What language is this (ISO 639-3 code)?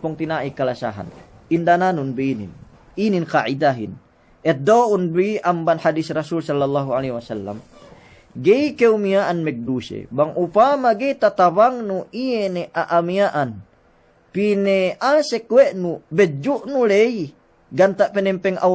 yka